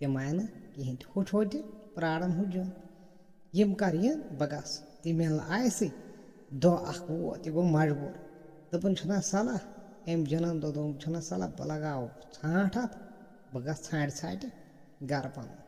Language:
Kashmiri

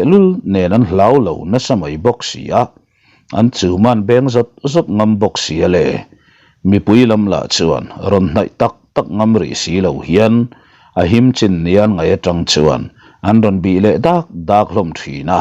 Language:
Mizo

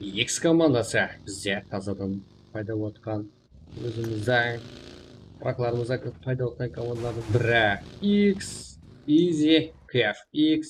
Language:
Kara-Kalpak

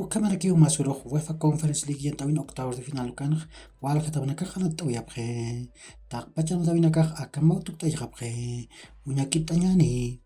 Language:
Aymara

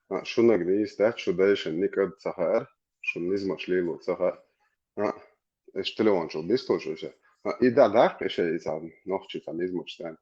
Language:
Chechen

